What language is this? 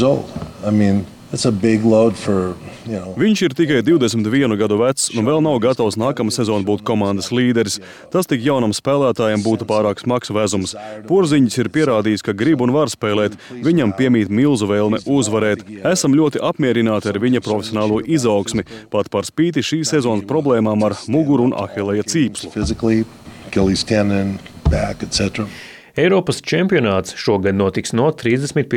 Latvian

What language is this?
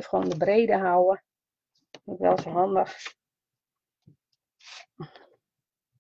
Dutch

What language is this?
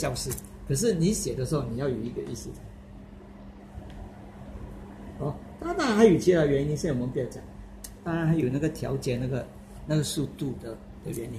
Chinese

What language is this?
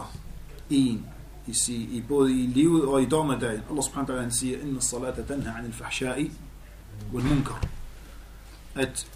Danish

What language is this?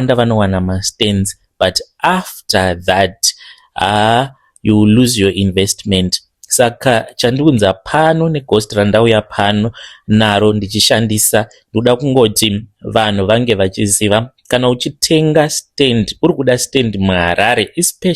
Shona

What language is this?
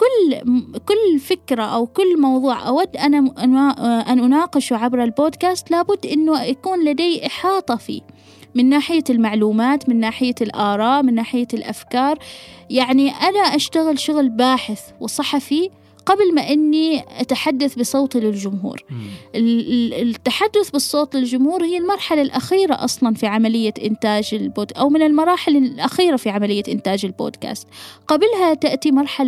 Gulf Arabic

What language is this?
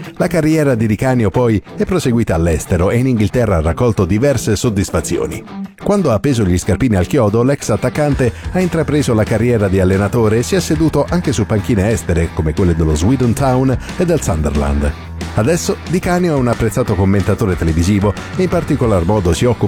Italian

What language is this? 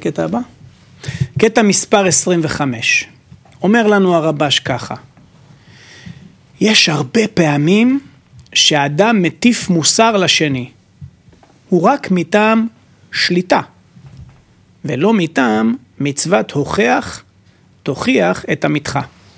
Hebrew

